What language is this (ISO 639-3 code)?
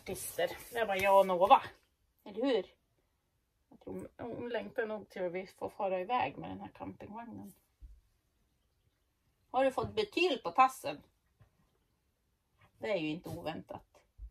swe